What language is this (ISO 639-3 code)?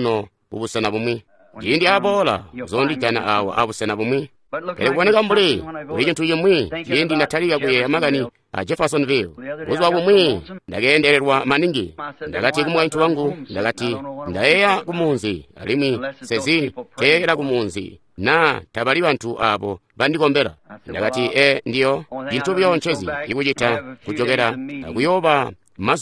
toi